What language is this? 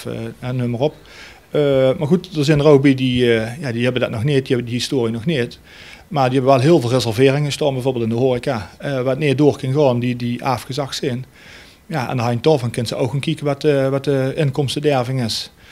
Dutch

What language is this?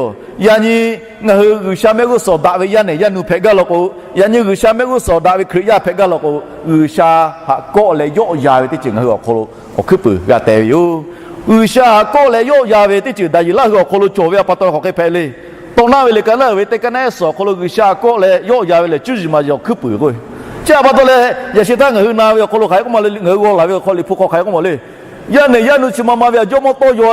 Lahu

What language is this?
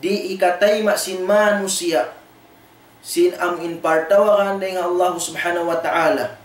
Tausug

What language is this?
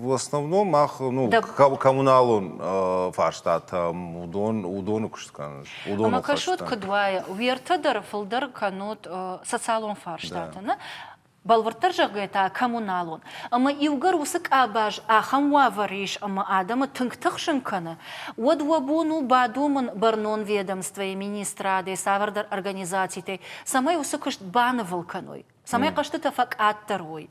Ossetic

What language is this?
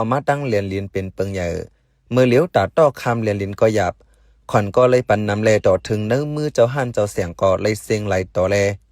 Shan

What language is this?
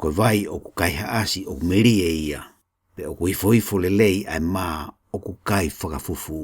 Tongan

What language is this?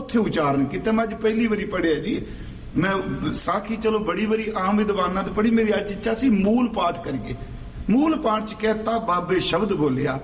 Punjabi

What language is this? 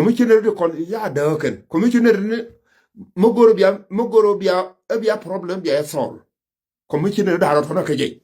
Nuer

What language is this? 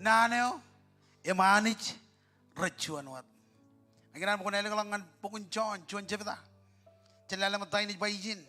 Marshallese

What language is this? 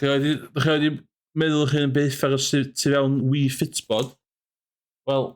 Welsh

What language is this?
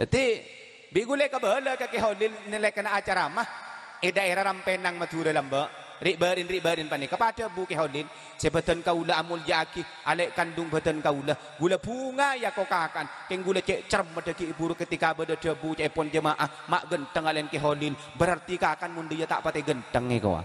Madurese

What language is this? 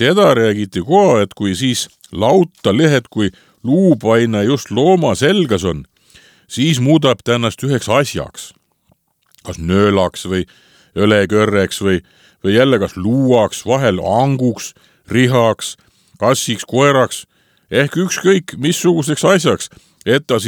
Estonian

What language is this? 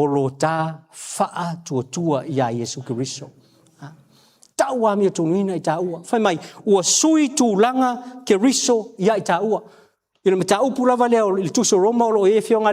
Samoan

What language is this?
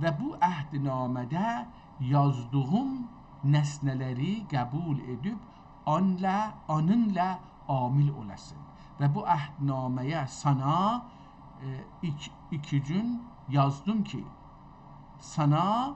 South Azerbaijani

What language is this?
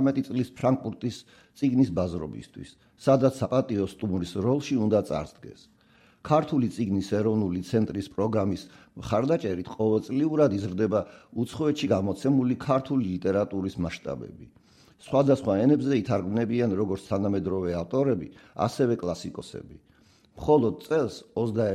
Georgian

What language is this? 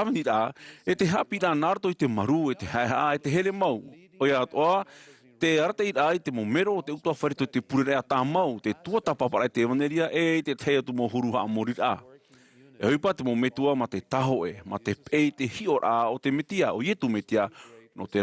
Tahitian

